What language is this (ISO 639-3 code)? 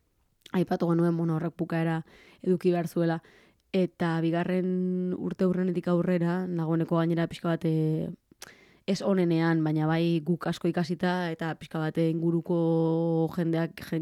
eus